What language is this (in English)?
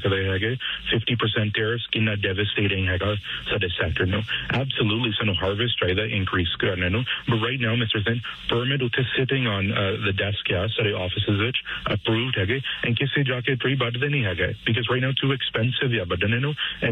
Punjabi